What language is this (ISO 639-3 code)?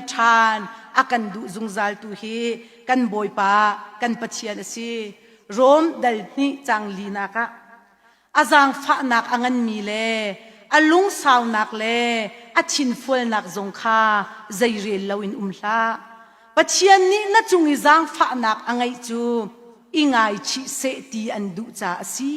cnh